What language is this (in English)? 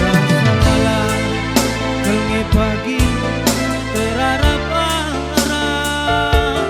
Batak Karo